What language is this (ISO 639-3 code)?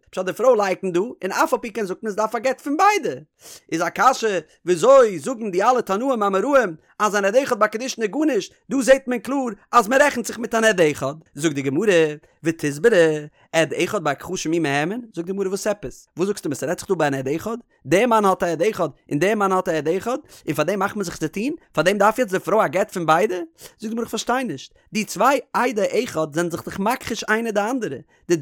yid